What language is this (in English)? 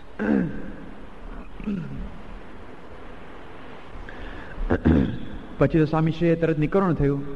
Gujarati